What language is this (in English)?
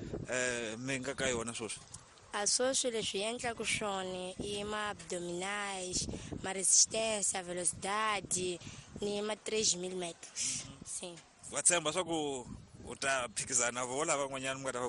Tsonga